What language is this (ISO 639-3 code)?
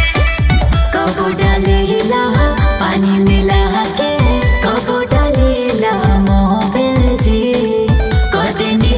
bho